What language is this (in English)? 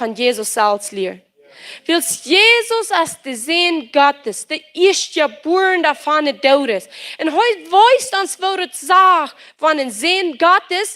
Plautdietsch